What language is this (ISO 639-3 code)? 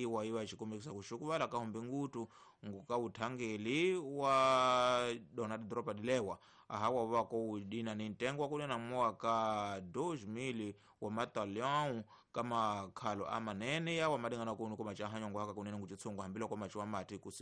tso